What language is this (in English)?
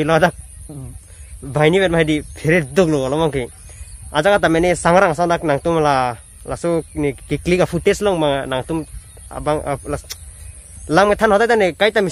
Karbi